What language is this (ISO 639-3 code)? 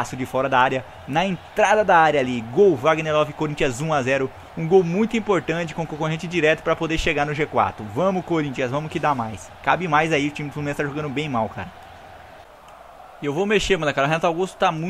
por